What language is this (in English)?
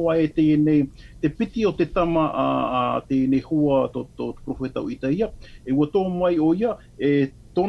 Tahitian